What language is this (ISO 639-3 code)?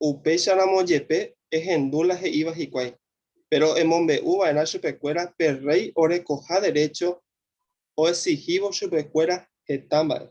grn